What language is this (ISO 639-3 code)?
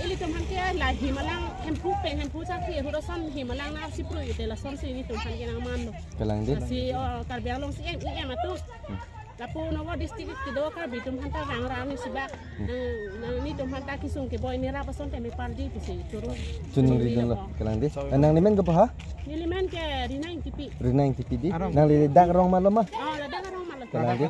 mjw